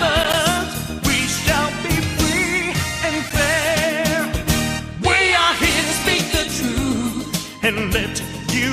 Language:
Waray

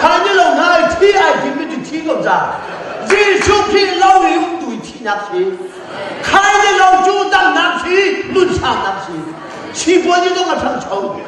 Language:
Hakha Chin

